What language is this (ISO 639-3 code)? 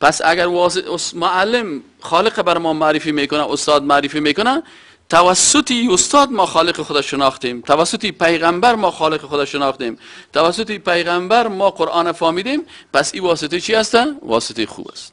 fas